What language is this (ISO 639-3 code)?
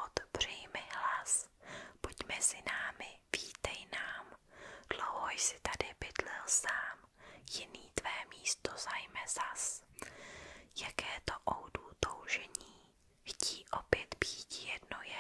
ces